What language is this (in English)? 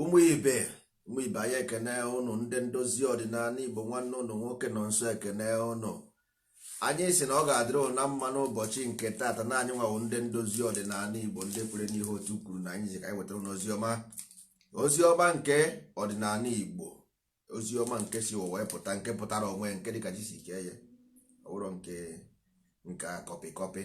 Igbo